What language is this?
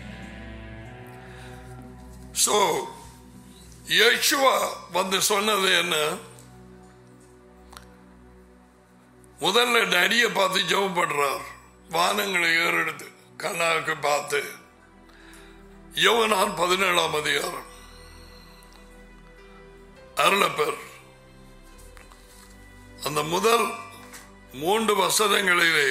Tamil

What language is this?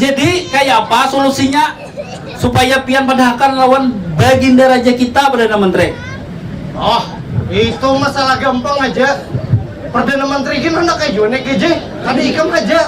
Banjar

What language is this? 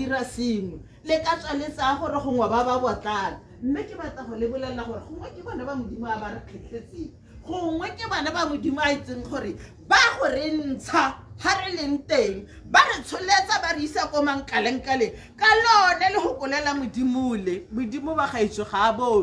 Tswana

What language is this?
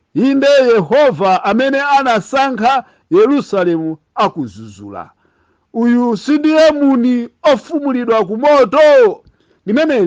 Nyanja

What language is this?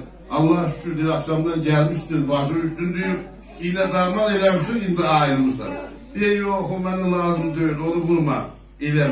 South Azerbaijani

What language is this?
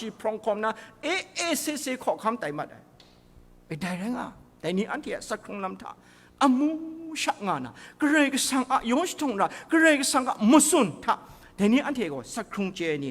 Kachin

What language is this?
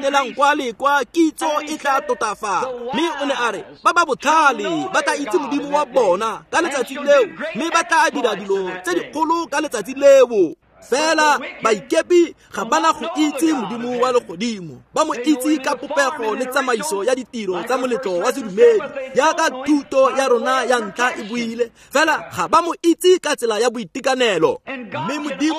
Tswana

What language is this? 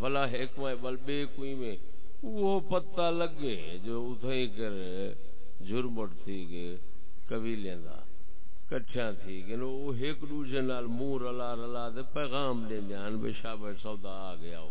Saraiki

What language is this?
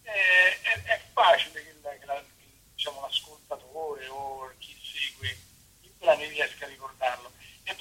Italian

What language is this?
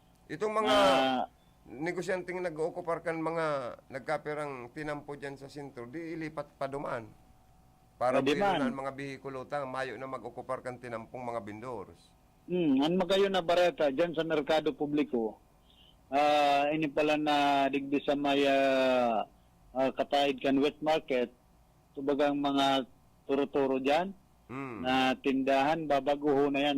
Bikol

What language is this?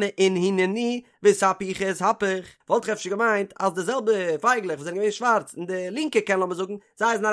Yiddish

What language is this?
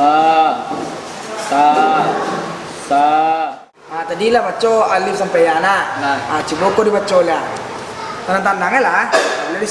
Minangkabau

